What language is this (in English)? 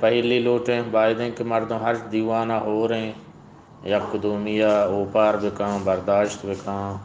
Eastern Balochi